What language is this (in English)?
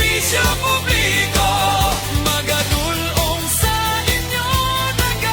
Hiligaynon